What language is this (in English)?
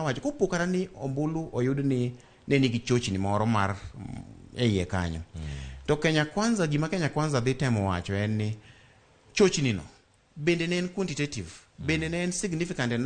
Luo (Kenya and Tanzania)